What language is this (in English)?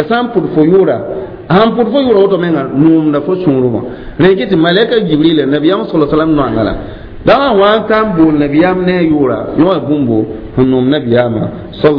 Mossi